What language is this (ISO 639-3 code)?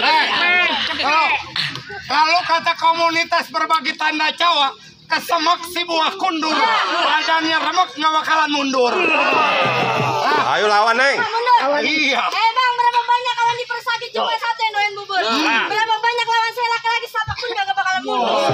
bew